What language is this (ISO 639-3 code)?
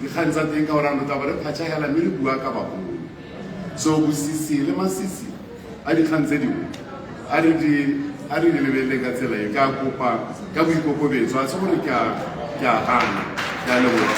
tsn